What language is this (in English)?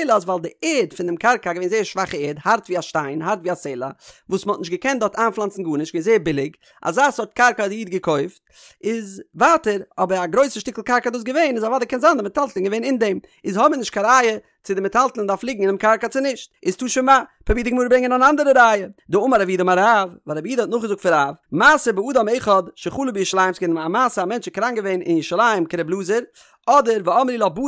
Yiddish